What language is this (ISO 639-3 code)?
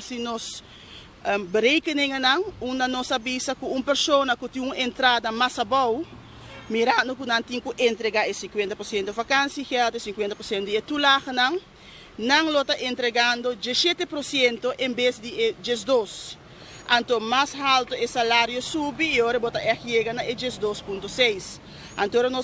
pap